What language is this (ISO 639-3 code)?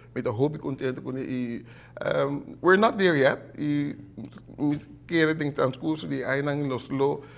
pap